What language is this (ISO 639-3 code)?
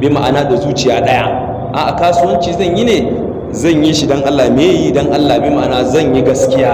hau